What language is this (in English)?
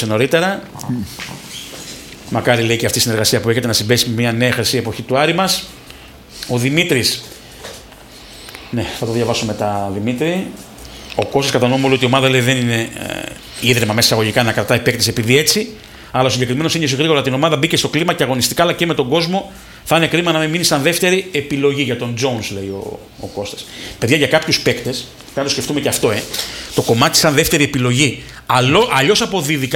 Greek